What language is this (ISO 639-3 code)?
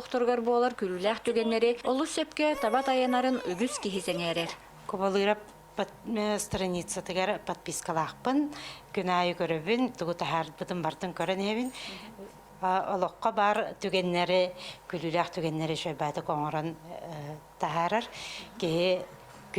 sah